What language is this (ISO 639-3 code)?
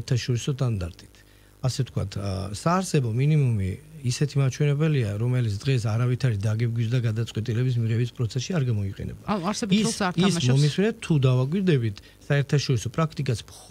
kat